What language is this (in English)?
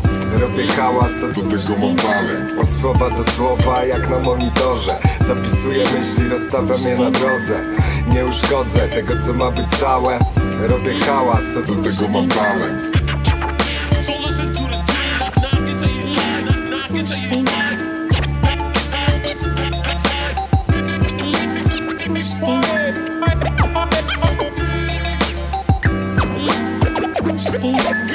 Polish